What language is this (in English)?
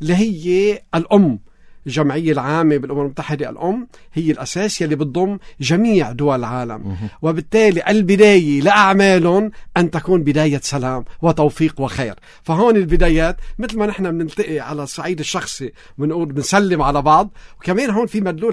North Levantine Arabic